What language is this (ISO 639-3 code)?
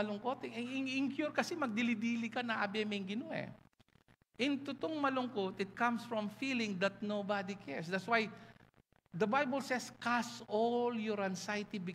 pam